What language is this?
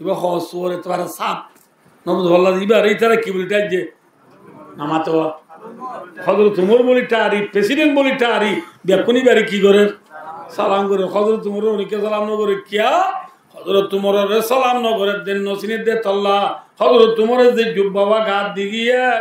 Rohingya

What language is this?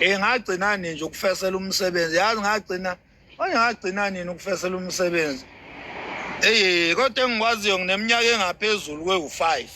Zulu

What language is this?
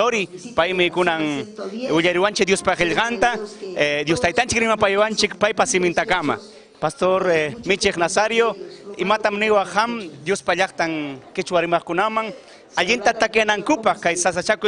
Ayacucho Quechua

